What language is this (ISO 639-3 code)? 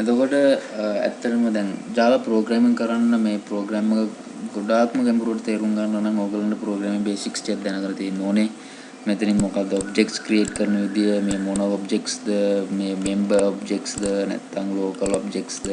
sin